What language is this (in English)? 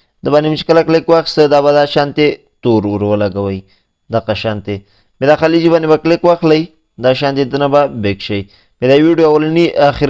Pashto